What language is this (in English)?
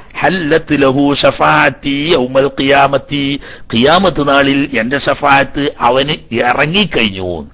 Malayalam